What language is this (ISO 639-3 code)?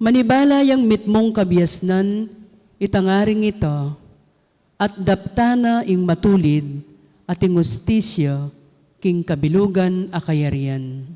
pam